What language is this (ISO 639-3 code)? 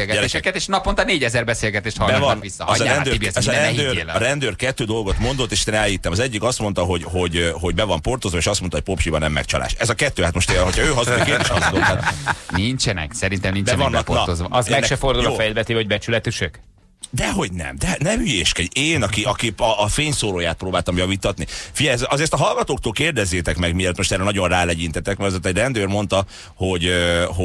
hun